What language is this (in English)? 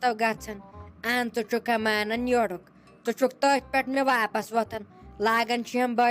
Kashmiri